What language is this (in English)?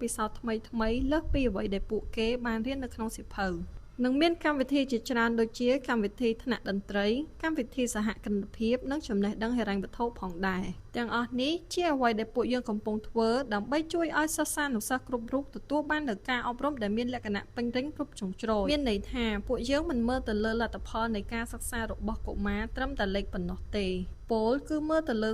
Khmer